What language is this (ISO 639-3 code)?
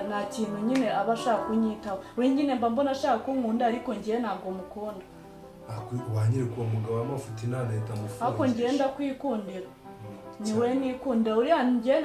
kin